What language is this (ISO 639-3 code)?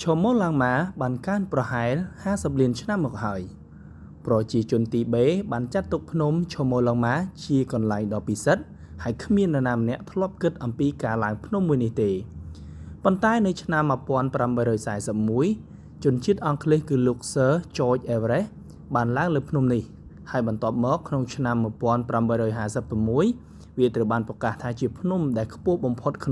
khm